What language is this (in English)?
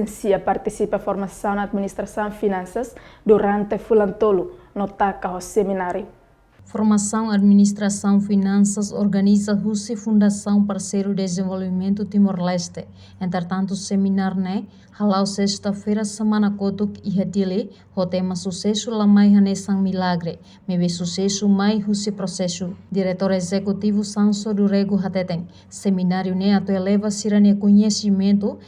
Tetum